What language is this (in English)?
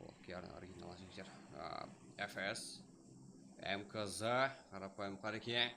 Kara-Kalpak